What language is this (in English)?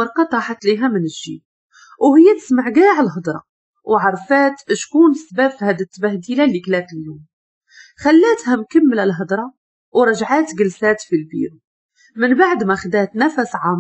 Moroccan Arabic